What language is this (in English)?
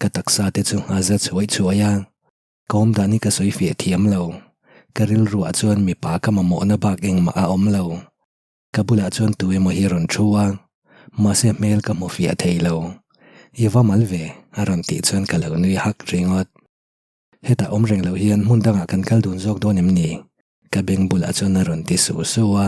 Mizo